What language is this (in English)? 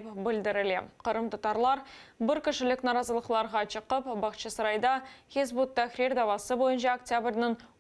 Crimean Tatar